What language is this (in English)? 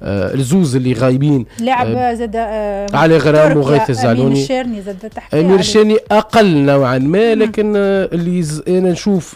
Tunisian Arabic